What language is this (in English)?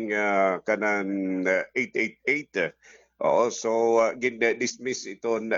Waray